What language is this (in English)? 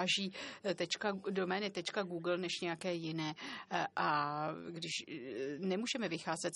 Czech